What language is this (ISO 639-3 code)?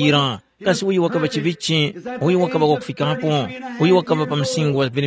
tum